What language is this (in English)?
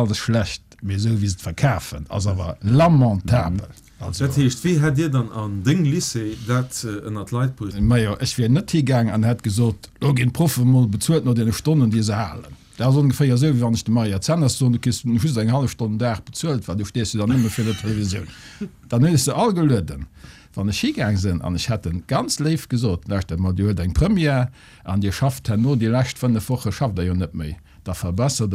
Luxembourgish